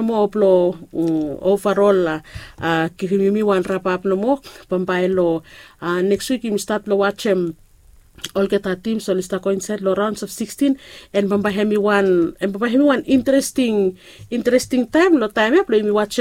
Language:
Bislama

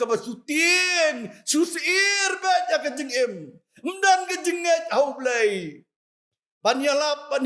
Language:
Khasi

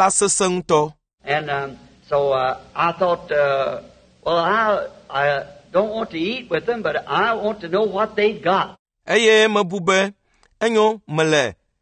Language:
Ewe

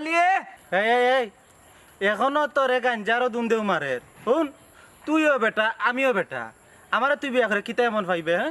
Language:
Sylheti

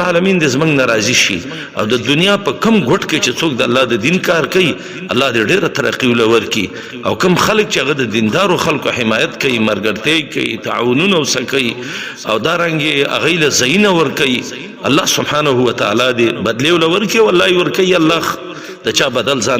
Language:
Pashto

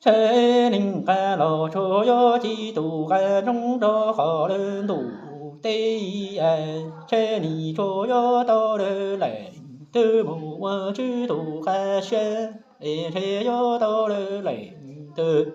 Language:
Hmong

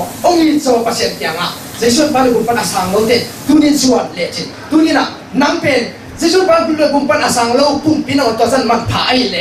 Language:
Tedim Chin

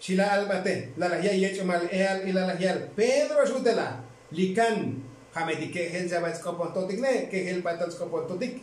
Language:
Tzotzil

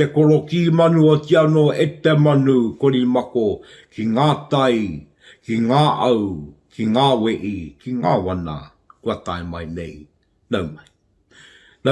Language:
Māori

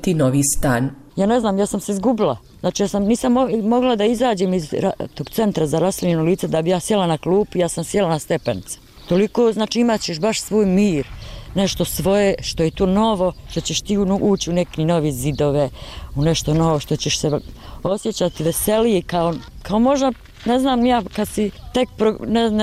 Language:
Bosnian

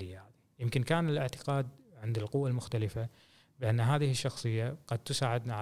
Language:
Gulf Arabic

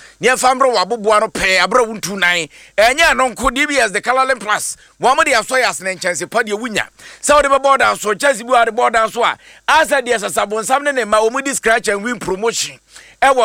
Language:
Akan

